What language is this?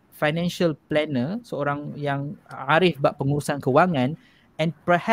Malay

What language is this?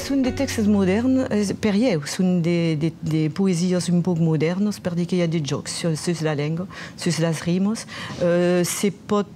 Occitan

